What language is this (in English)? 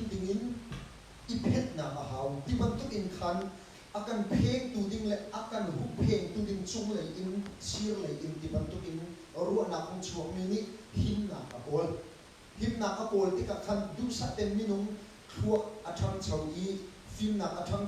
Hakha Chin